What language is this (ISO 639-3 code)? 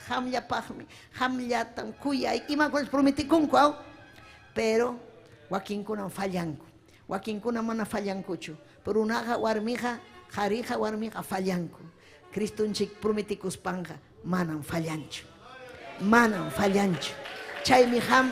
quy